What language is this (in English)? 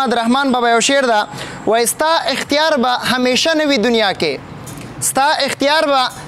Pashto